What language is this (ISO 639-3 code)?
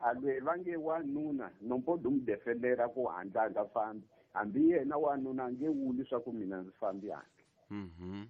tso